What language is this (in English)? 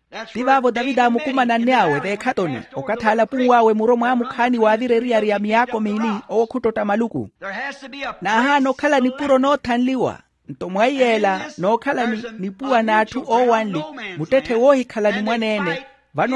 Makhuwa